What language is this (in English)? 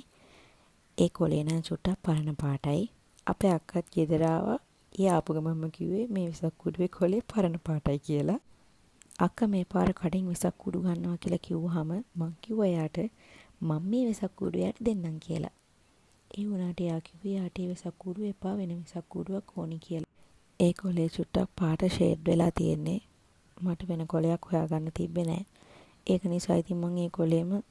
Sinhala